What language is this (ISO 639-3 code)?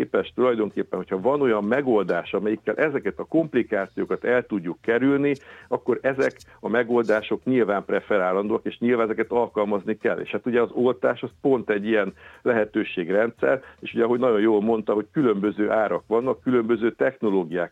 hun